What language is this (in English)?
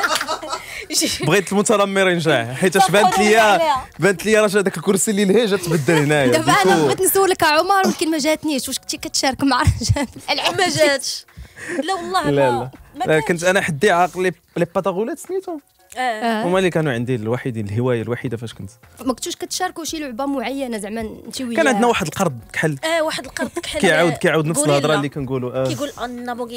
Moroccan Arabic